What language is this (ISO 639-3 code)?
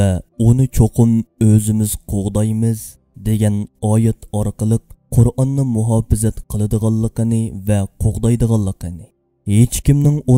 uig